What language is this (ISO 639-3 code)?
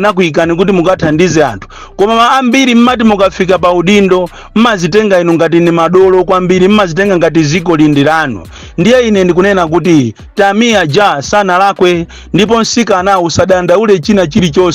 nya